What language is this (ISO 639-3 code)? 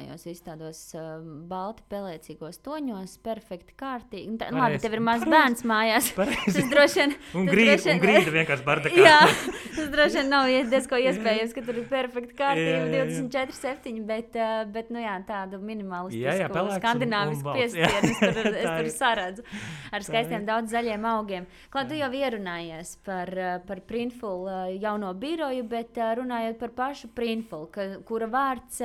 lav